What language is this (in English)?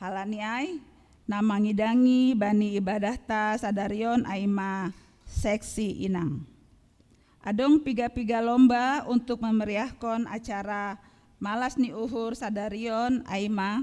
Batak Simalungun